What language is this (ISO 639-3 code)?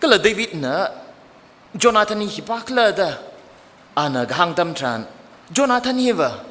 nmf